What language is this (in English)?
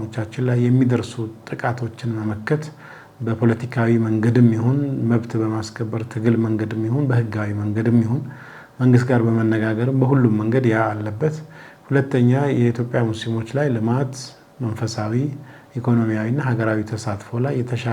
Amharic